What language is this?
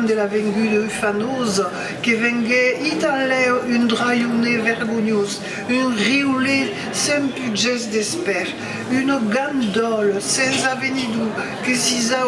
Occitan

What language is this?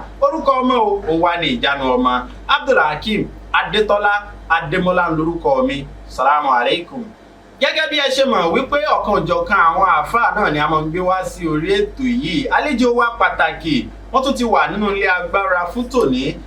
Yoruba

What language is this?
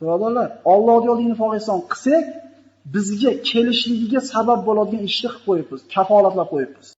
Uzbek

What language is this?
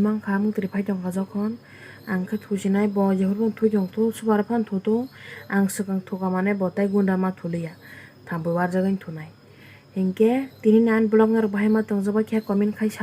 Kok Borok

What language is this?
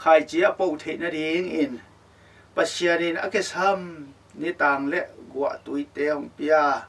Tedim Chin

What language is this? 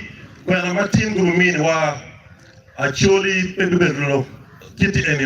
Acoli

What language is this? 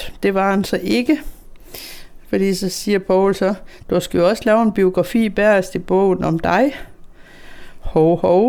Danish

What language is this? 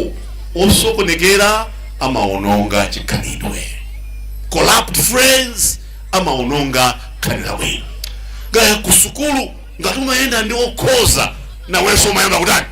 Nyanja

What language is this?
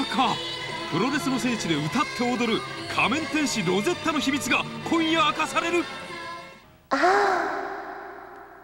Japanese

